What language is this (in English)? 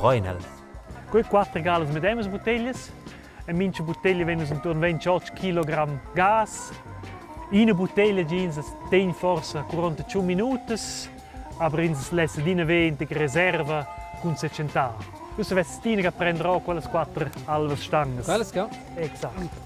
Romansh